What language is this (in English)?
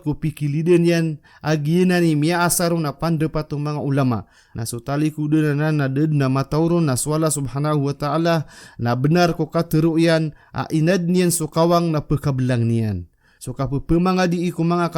Maranao